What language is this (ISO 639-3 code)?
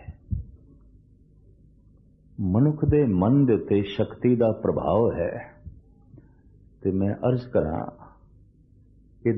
pan